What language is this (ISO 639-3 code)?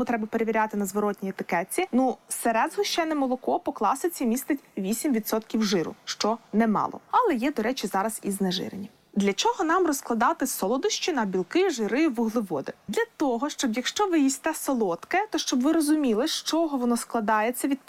ukr